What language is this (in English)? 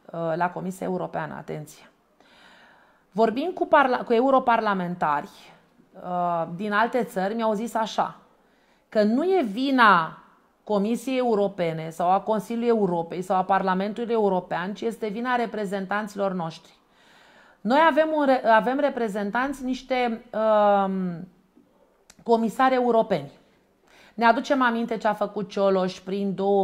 Romanian